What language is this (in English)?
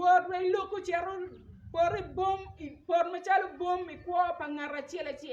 Acoli